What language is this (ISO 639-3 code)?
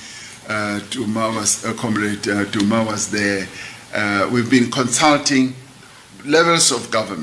eng